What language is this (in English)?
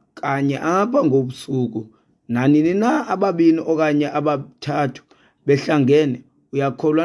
Xhosa